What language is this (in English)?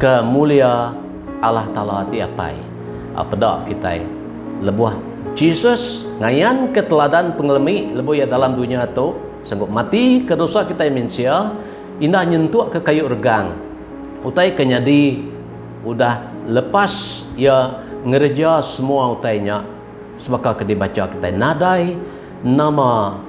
Iban